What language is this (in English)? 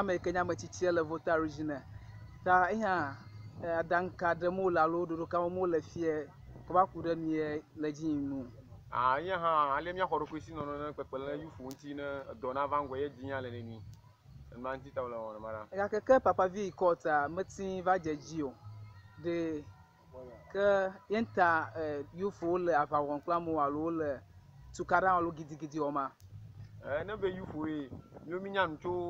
Ewe